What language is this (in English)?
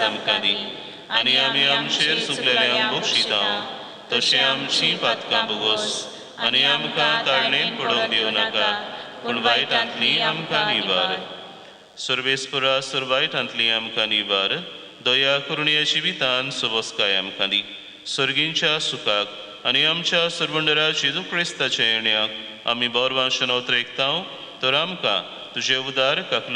Konkani